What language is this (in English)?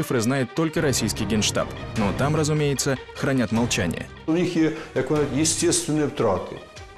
Russian